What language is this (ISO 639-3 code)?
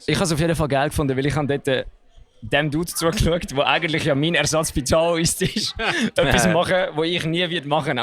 gsw